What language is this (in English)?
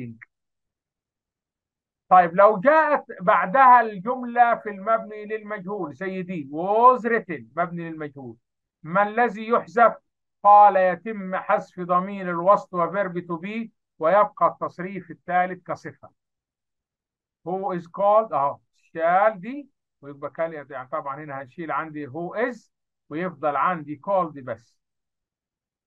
Egyptian Arabic